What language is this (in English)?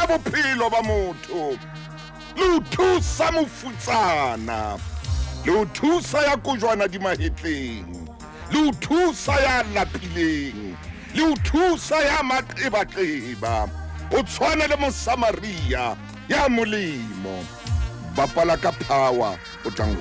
Southern Sotho